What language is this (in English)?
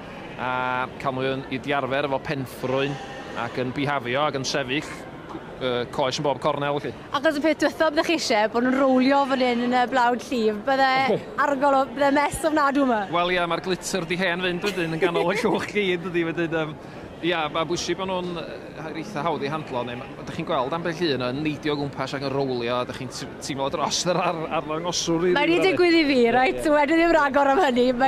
Welsh